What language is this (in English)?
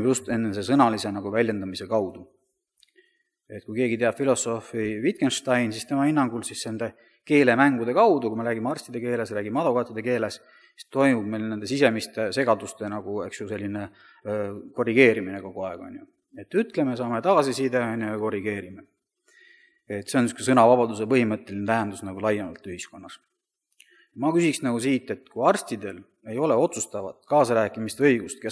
Estonian